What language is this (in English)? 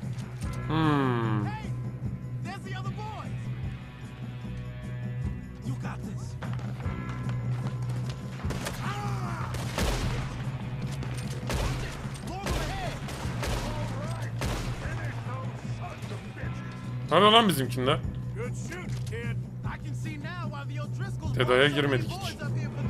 Turkish